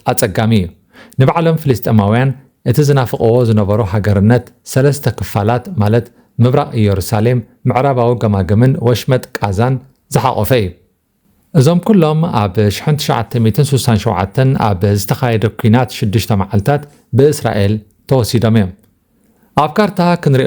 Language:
Tigrinya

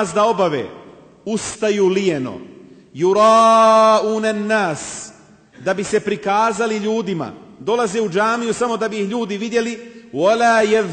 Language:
Bosnian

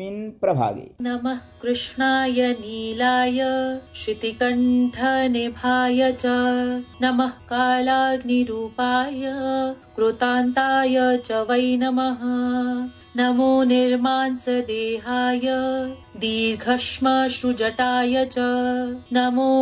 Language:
Sanskrit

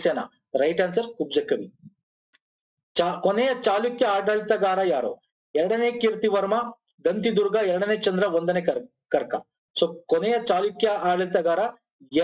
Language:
Kannada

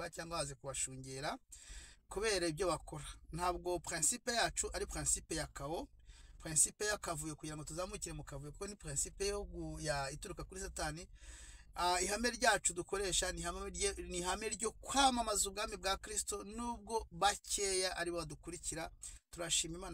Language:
Kinyarwanda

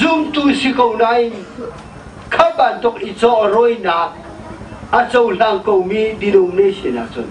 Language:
Hakha Chin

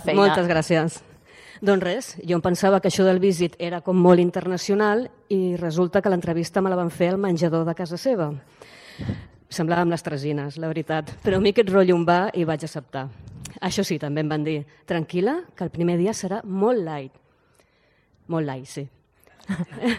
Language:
Catalan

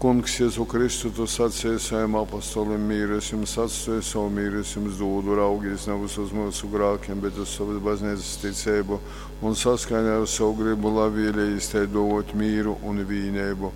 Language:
Latgalian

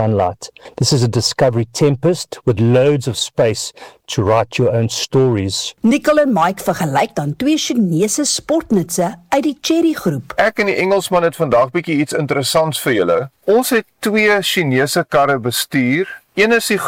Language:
Afrikaans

